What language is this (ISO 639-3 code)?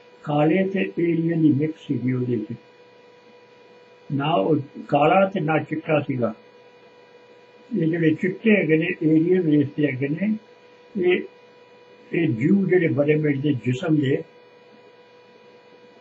pan